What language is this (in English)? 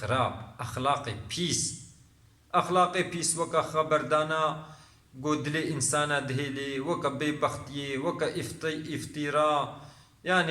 Kurdish